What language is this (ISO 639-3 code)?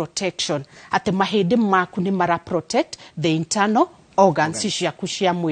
kik